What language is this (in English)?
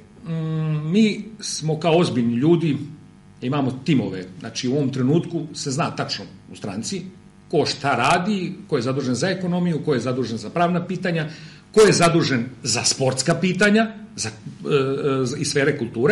Serbian